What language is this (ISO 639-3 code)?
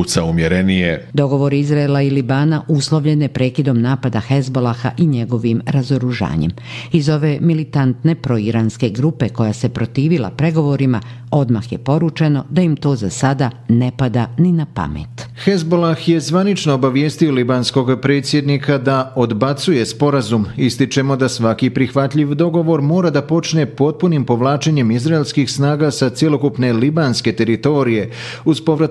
bos